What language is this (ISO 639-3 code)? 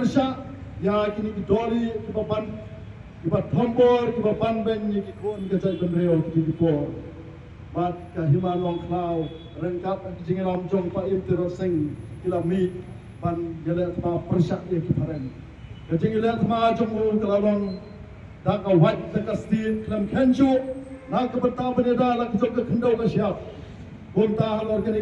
kha